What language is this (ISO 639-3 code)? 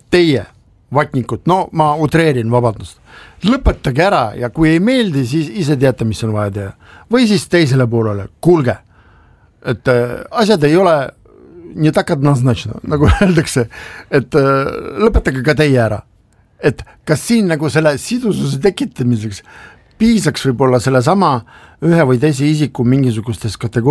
est